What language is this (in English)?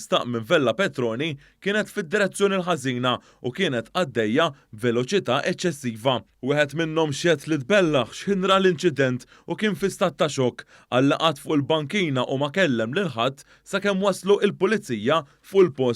Maltese